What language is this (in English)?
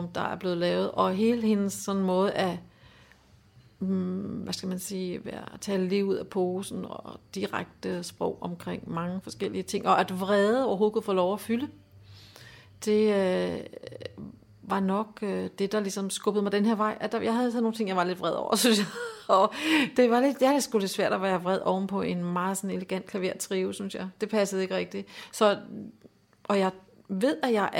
Danish